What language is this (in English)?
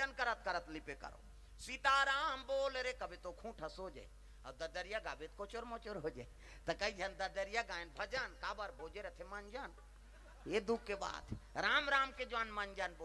Chhattisgarhi